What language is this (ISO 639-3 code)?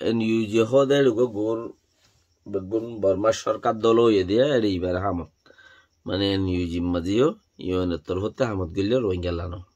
rhg